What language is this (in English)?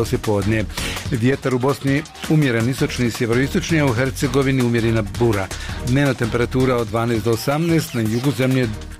Bosnian